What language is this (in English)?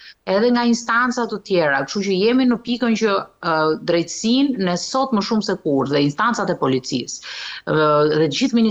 Albanian